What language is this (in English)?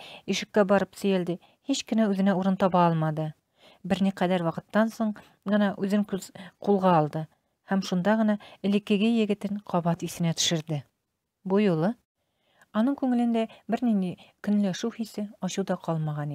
Tatar